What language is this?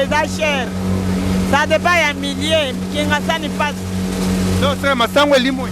Lingala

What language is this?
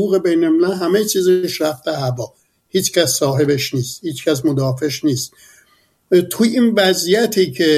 Persian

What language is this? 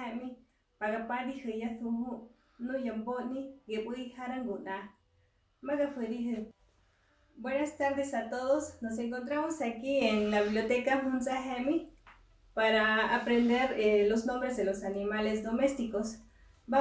Mezquital Otomi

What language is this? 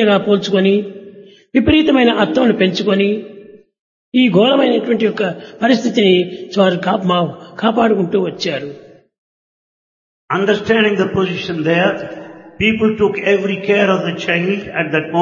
Telugu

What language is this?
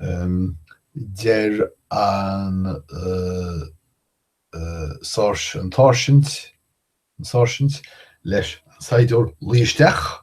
Irish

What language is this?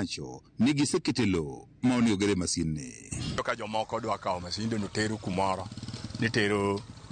Luo (Kenya and Tanzania)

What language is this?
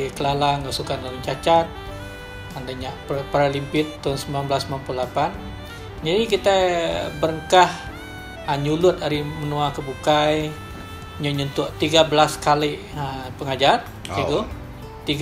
Iban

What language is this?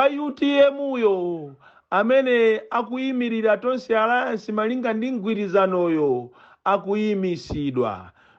Nyanja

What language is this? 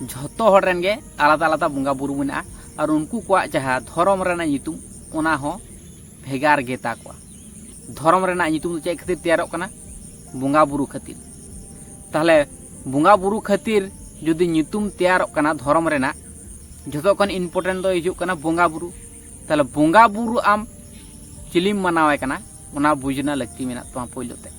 Santali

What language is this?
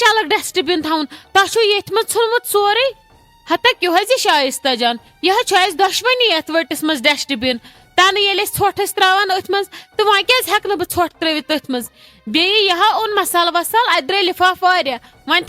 Kashmiri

